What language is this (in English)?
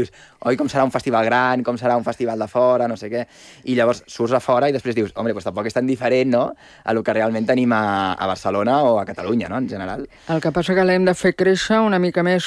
Catalan